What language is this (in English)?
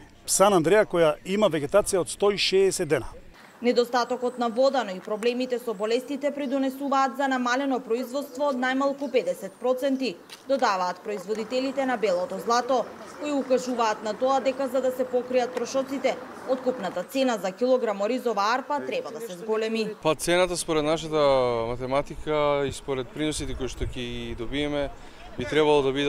Macedonian